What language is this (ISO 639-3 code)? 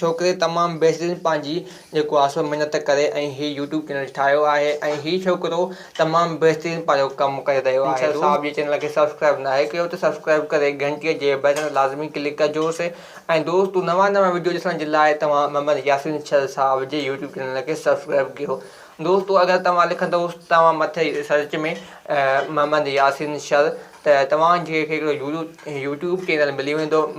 snd